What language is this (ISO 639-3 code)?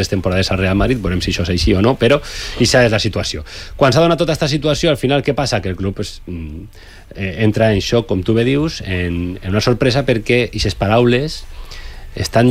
cat